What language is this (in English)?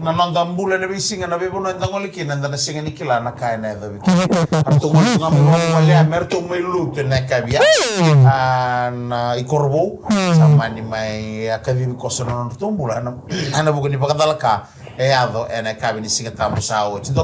Fijian